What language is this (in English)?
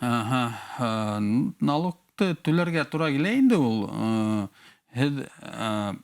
Bashkir